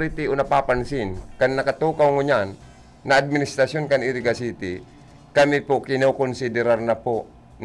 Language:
Bikol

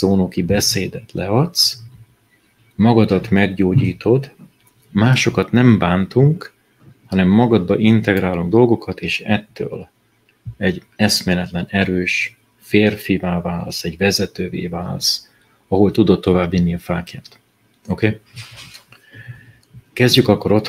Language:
Hungarian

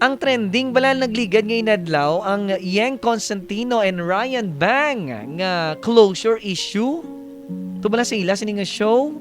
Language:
Hiligaynon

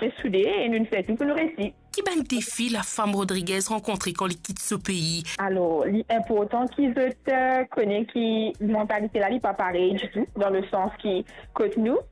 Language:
Morisyen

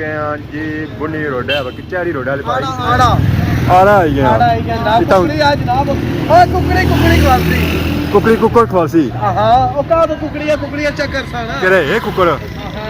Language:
Pahari-Potwari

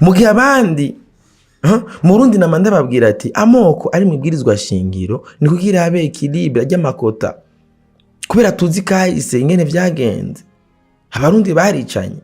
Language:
Rundi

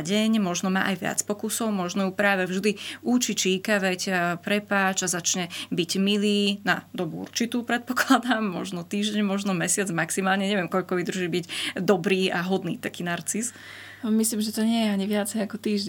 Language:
Slovak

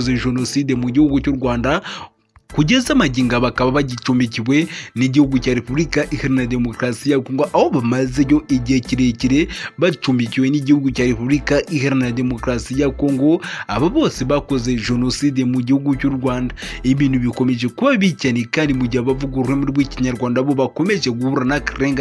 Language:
Kinyarwanda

